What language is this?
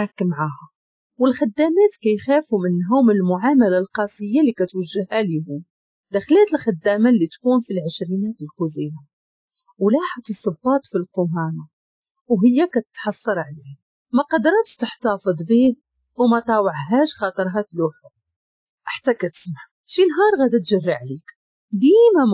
Moroccan Arabic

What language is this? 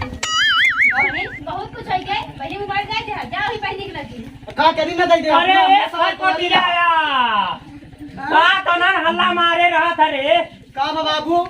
Awadhi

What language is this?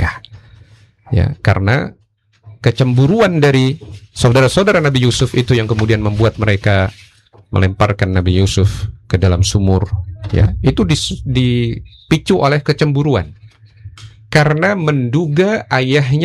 Indonesian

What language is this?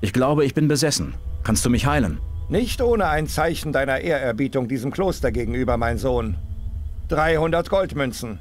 Bavarian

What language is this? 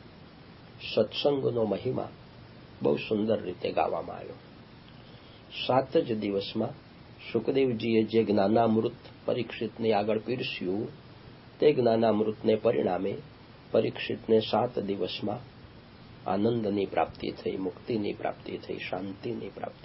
Gujarati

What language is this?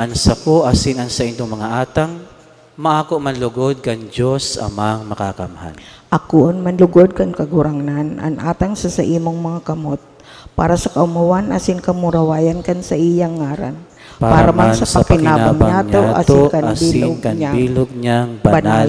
Bikol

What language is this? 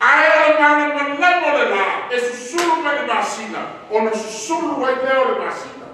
Samoan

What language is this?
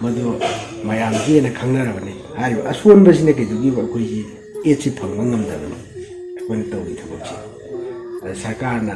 Manipuri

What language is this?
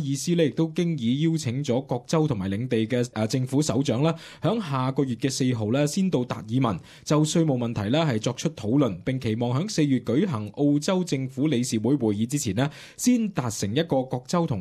Cantonese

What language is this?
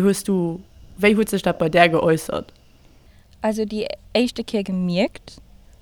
Luxembourgish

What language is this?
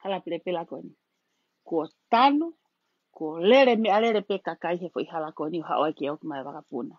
Tongan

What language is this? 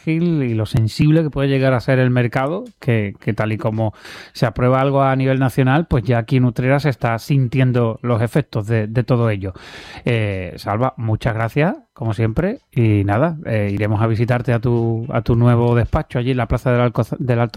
Spanish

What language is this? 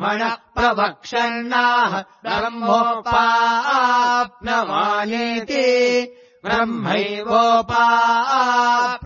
Sanskrit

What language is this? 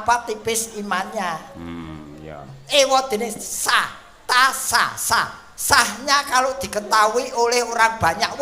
Javanese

